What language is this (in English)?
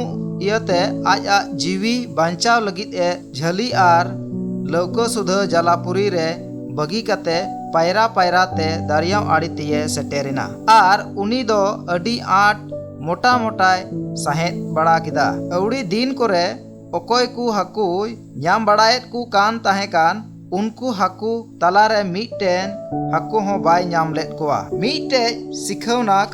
Santali